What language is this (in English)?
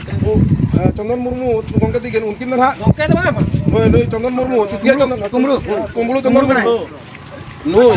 Santali